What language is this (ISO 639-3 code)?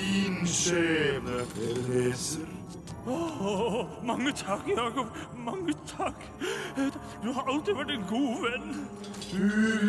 nor